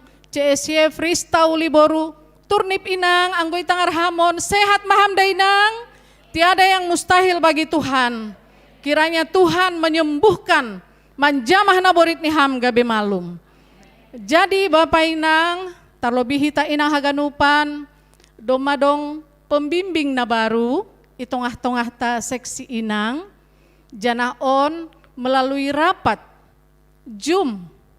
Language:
Batak Simalungun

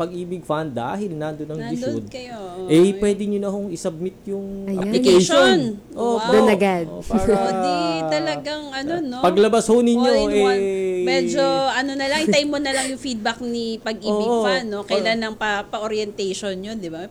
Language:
Filipino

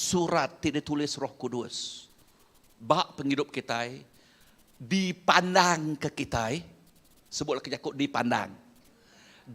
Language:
Iban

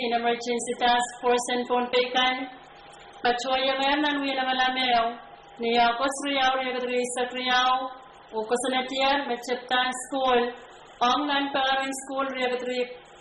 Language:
Pohnpeian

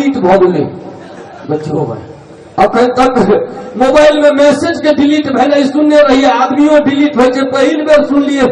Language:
Maithili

